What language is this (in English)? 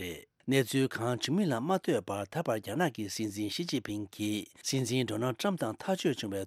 Tibetan